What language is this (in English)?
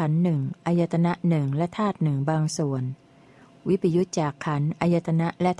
Thai